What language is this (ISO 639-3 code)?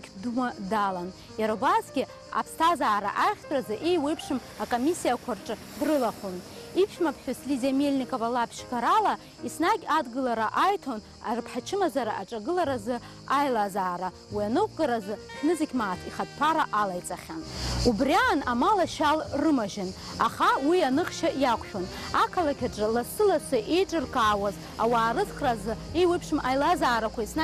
abk